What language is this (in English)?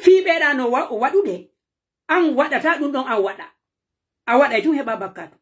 Pular